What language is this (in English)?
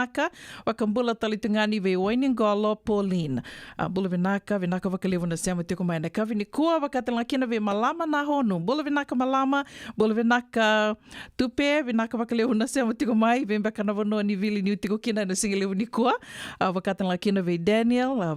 Fijian